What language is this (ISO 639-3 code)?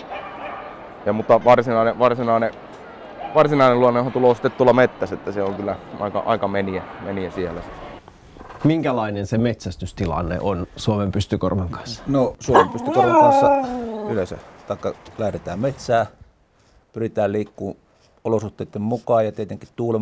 fin